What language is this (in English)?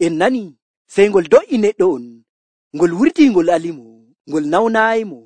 Nigerian Fulfulde